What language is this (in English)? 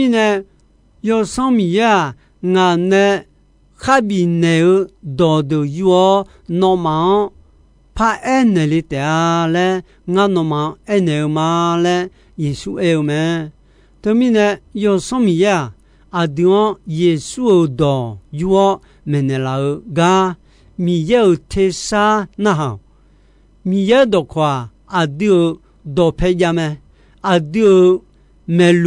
Akha